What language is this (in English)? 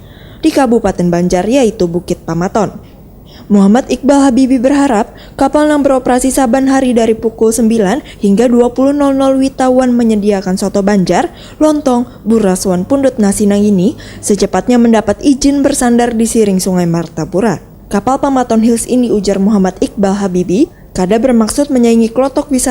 Banjar